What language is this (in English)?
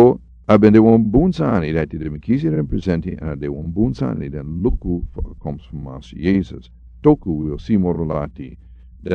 Sranan Tongo